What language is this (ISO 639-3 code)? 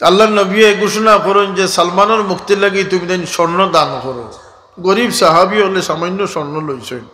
syl